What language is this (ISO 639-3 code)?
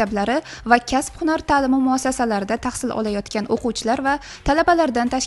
uzb